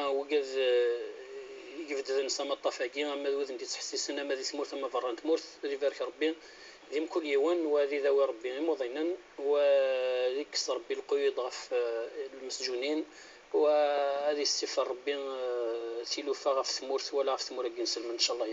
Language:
Kabyle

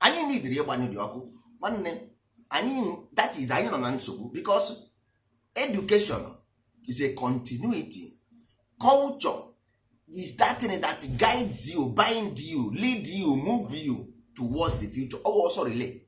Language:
Igbo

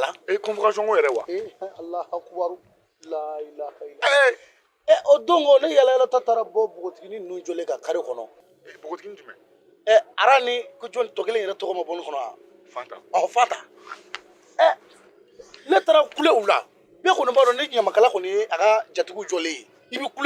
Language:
Bambara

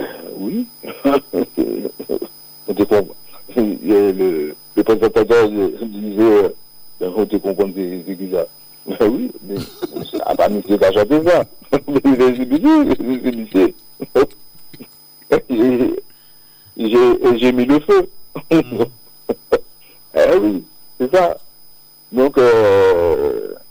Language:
French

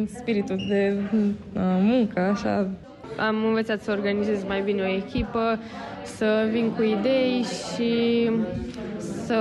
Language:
Romanian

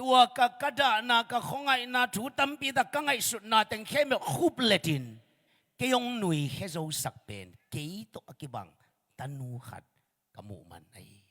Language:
Tedim Chin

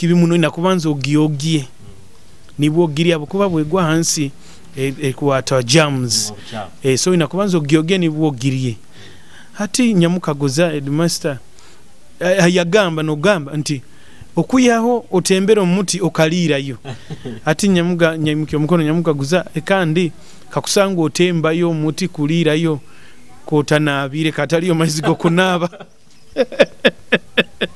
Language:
Nyoro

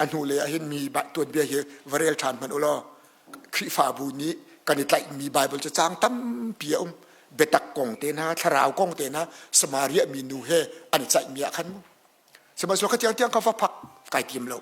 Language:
Hakha Chin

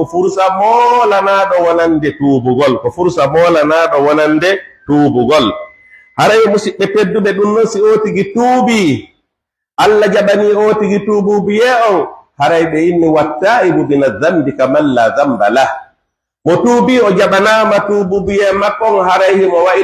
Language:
Fula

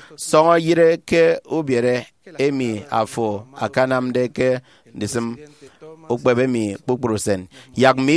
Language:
Efik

